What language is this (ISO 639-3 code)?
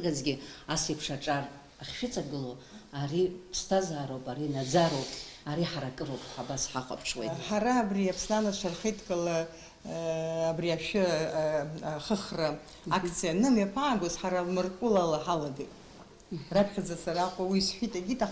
abk